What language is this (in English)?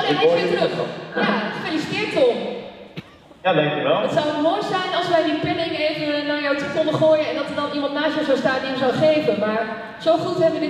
Dutch